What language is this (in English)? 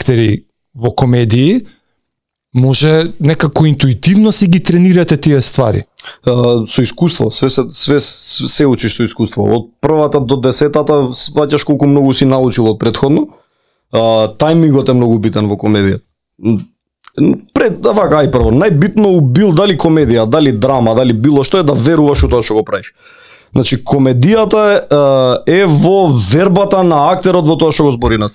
Macedonian